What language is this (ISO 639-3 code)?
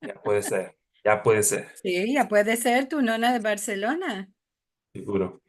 lad